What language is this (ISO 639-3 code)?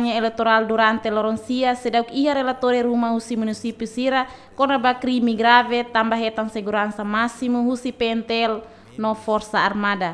tet